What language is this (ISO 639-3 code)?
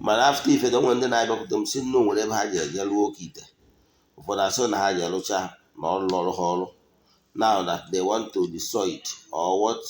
ibo